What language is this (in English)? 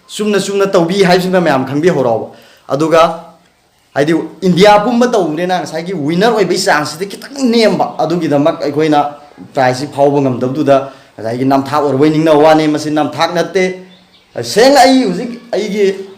Manipuri